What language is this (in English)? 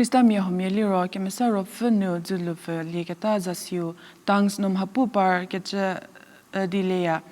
Angami Naga